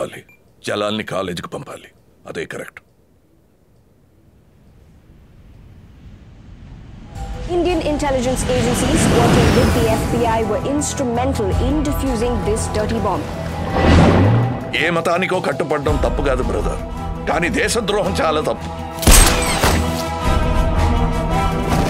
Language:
Telugu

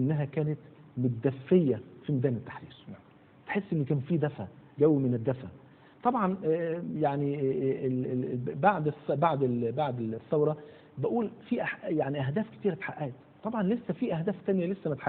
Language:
Egyptian Arabic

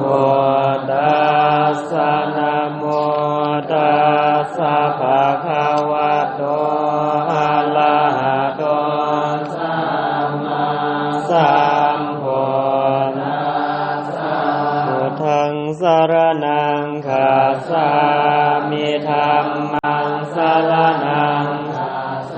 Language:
Pali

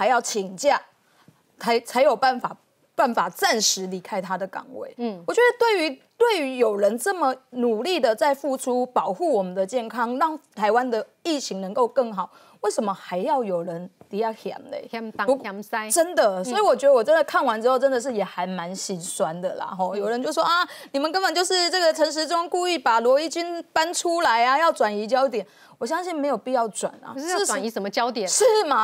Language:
Chinese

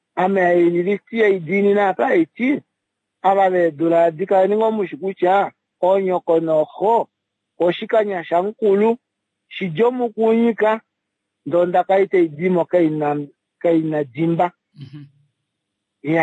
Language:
Kuanyama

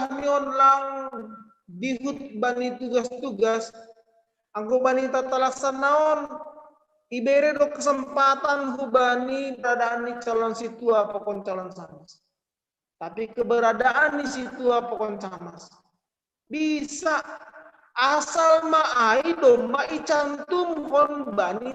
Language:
Batak Simalungun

